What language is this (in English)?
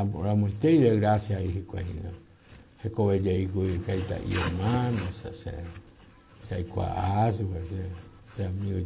Guarani